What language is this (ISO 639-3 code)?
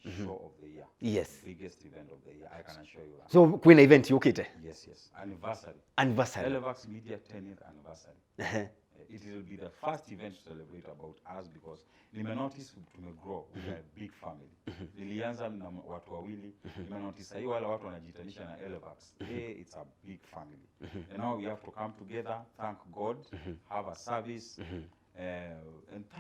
kam